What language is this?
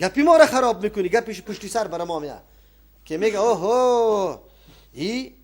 Persian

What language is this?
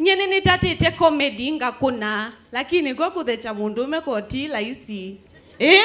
Kamba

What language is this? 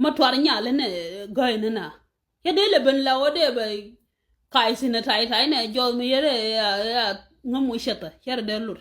Nuer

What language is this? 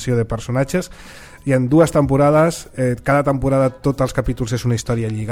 Catalan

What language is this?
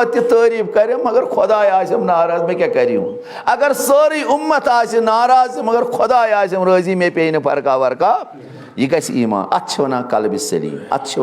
Kashmiri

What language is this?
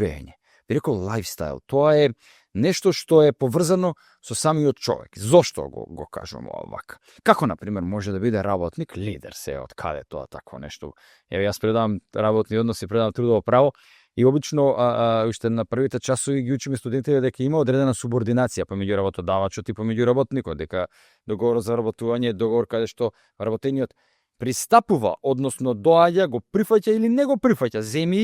Macedonian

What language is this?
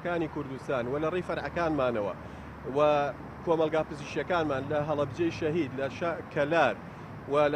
Central Kurdish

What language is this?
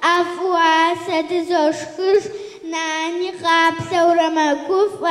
Kabardian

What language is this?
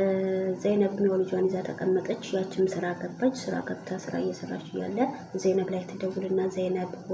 Amharic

